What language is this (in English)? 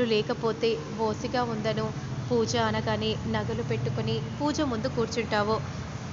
Telugu